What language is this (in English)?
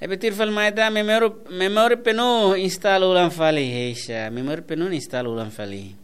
Tetum